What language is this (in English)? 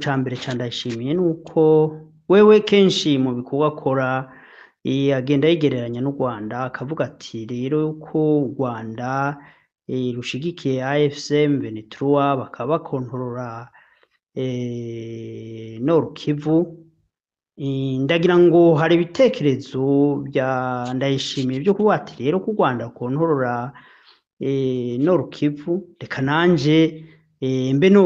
Rundi